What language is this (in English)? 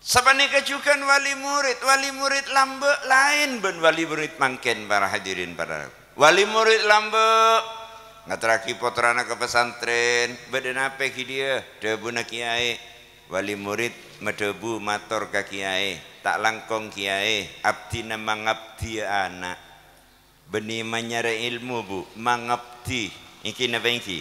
Madurese